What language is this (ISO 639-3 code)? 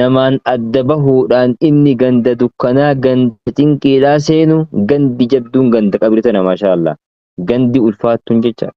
orm